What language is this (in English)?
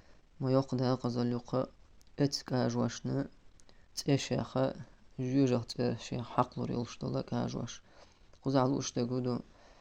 Chechen